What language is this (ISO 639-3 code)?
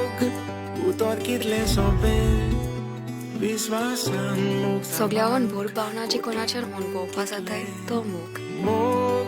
kok